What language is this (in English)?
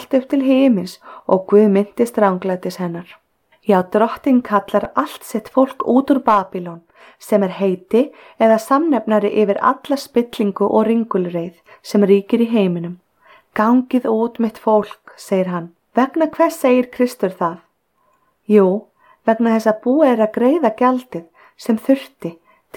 Icelandic